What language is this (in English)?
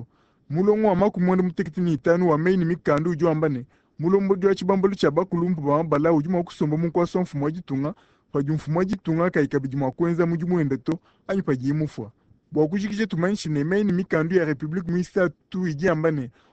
Luba-Lulua